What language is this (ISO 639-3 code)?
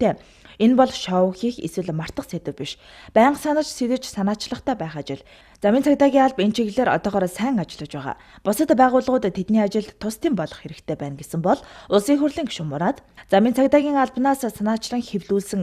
mon